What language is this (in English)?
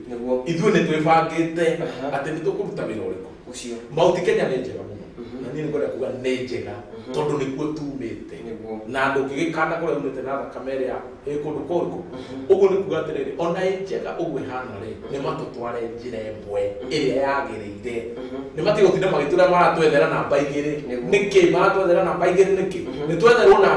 Kikuyu